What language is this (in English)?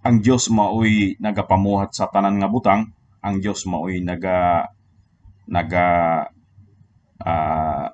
Cebuano